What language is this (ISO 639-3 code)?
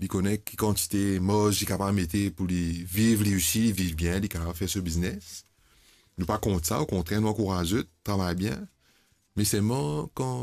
mfe